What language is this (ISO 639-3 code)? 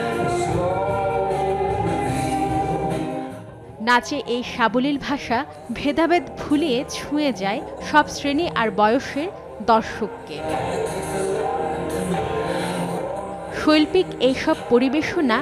ben